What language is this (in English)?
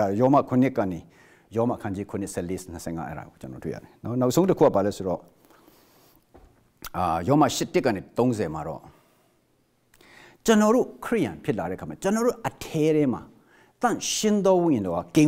Burmese